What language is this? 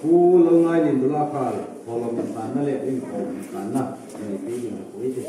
Hmar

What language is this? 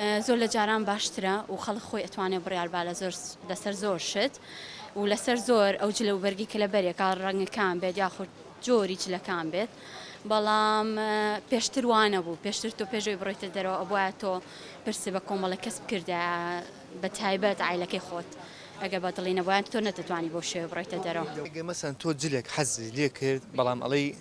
Central Kurdish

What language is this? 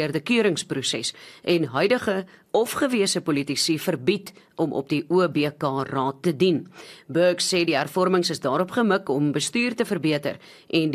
Afrikaans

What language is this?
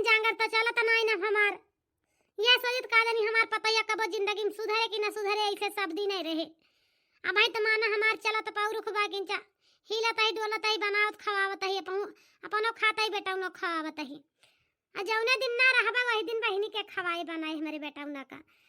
Awadhi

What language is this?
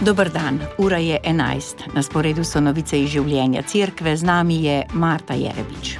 Slovenian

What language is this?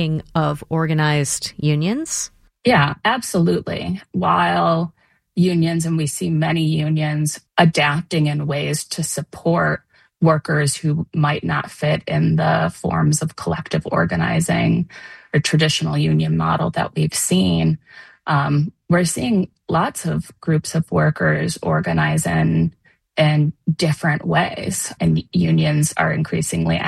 English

